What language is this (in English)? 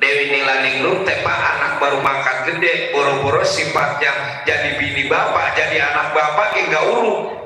Betawi